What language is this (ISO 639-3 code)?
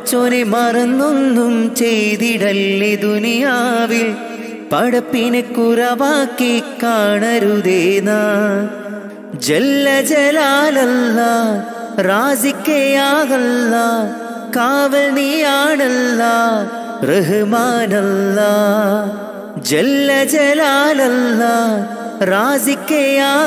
mal